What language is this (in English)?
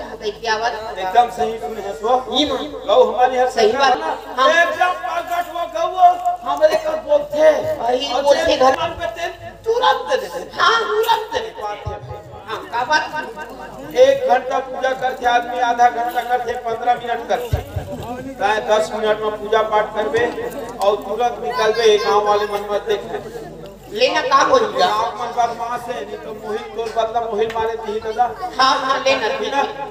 Chhattisgarhi